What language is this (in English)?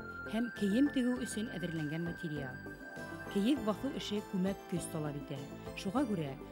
Bashkir